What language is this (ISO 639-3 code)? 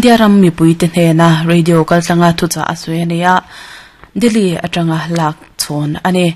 lus